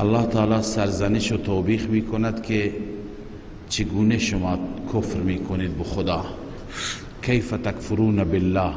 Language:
Persian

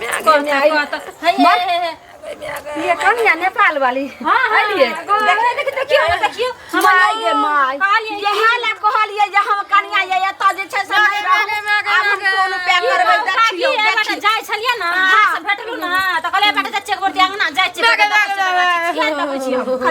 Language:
Maithili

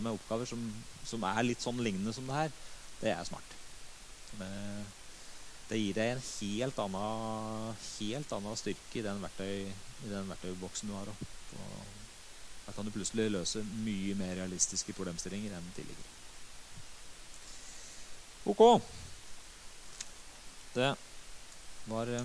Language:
Norwegian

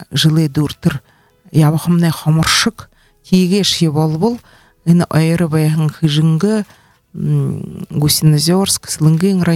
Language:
Buriat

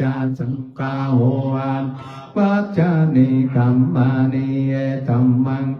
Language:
Pali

